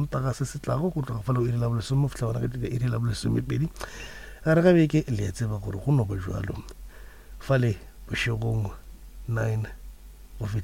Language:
Northern Sotho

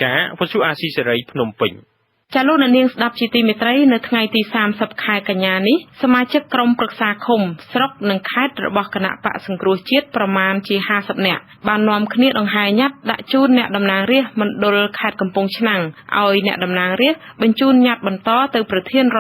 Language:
Khmer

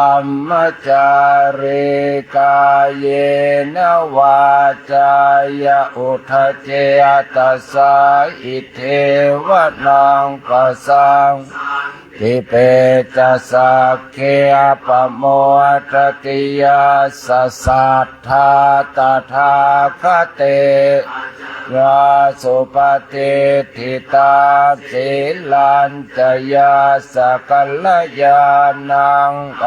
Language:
Pali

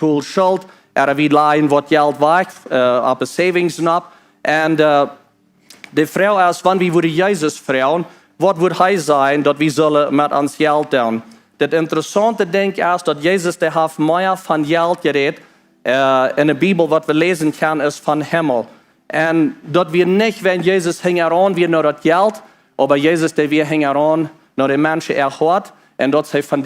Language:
Plautdietsch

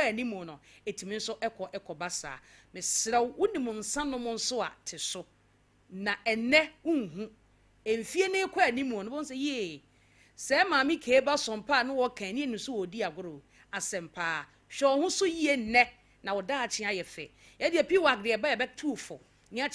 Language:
Akan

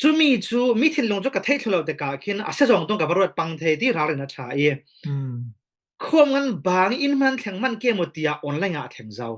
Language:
Falam Chin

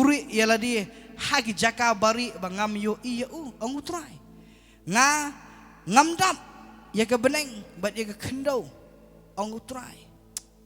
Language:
Khasi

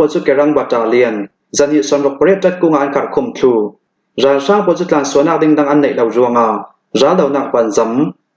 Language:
Hakha Chin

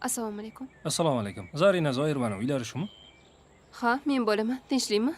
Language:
Uzbek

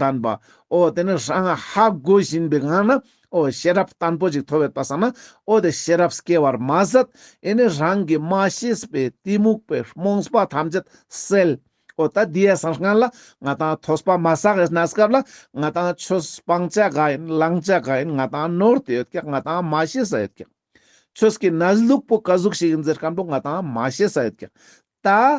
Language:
Ladakhi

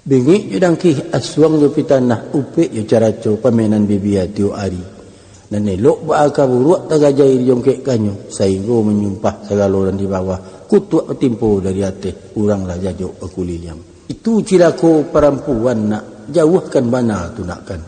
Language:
Minangkabau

